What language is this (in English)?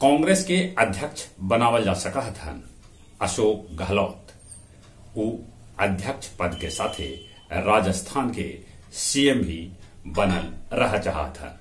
Magahi